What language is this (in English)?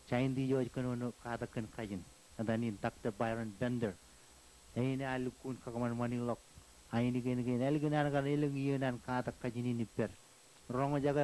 Marshallese